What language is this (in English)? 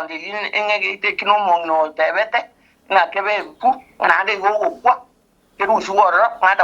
Gusii